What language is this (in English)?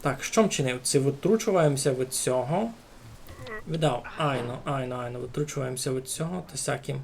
Rusyn